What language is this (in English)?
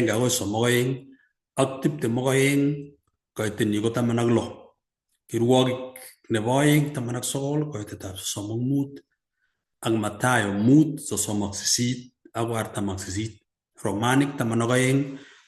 Kalenjin